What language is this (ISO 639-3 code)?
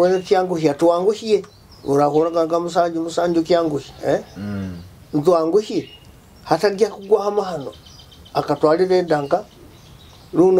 nyo